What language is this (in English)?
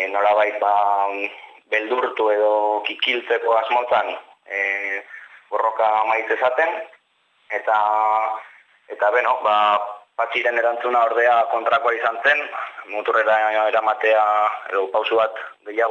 Basque